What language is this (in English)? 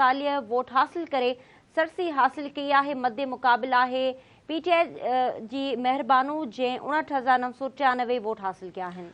Sindhi